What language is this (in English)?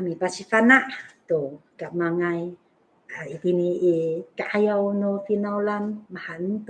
Amis